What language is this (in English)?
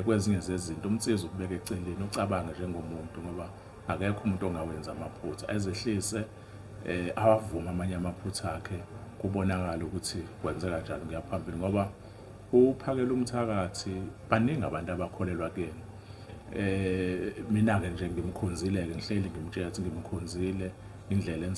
Zulu